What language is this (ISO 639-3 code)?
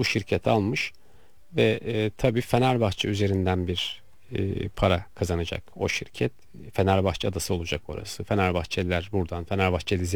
tur